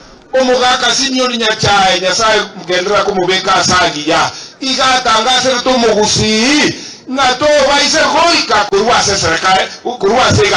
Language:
Gusii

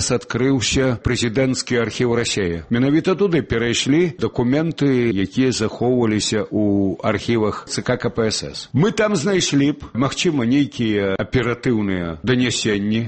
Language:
Belarusian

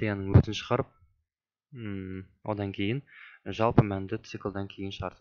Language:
Kazakh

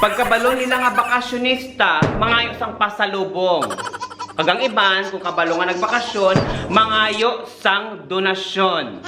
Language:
Hiligaynon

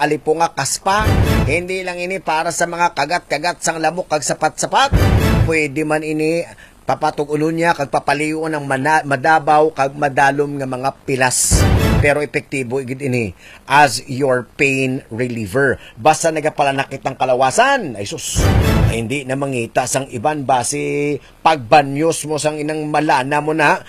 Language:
Hiligaynon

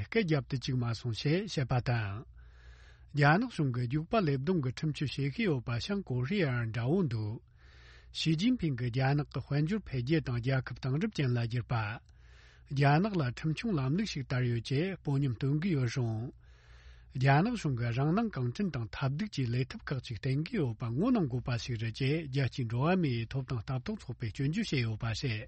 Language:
Tibetan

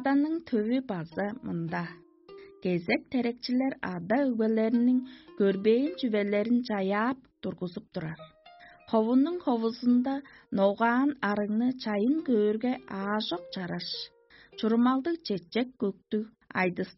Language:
Tuvinian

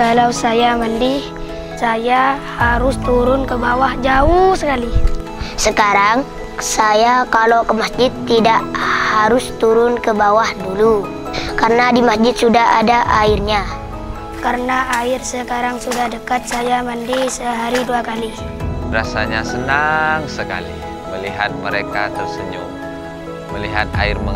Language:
Indonesian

